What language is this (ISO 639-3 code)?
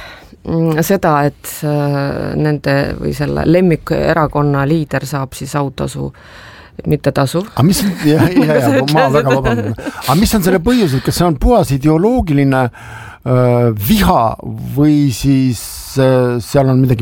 est